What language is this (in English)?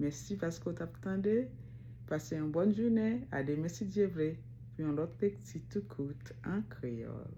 Haitian Creole